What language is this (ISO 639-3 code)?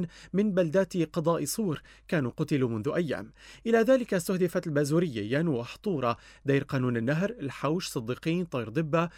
ara